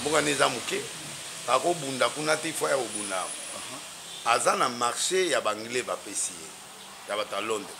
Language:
Lingala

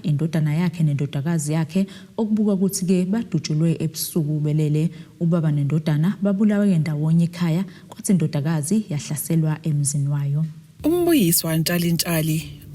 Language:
Zulu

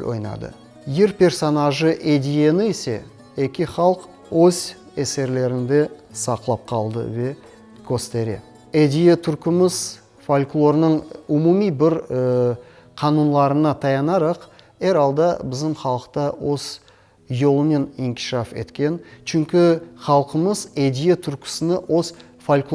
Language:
Crimean Tatar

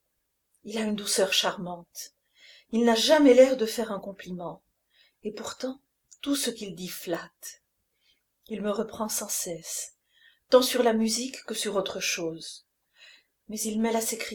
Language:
French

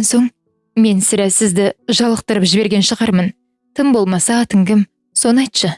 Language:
Kazakh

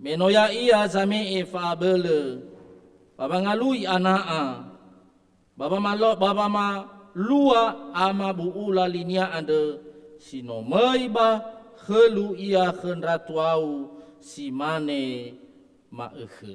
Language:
Nias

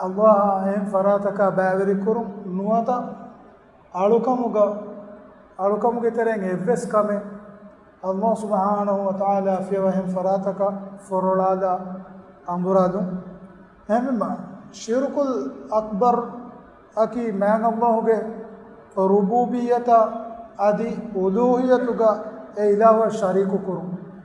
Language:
Divehi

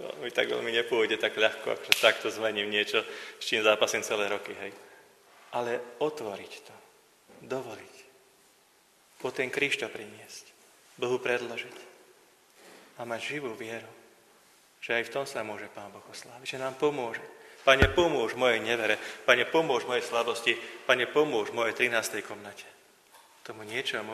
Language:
Slovak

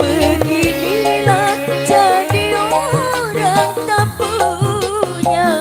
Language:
Betawi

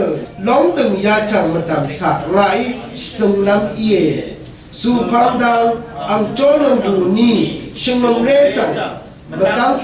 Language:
Rawang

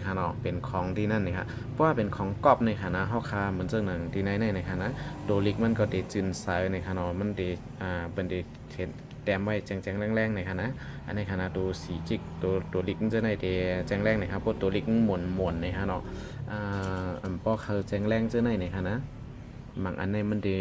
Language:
Shan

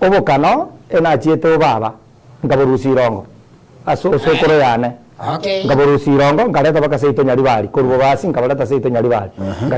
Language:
Gusii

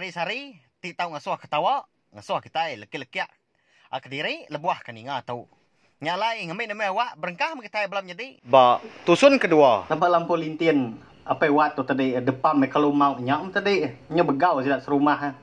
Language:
Iban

